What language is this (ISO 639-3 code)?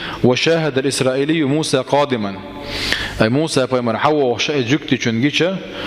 che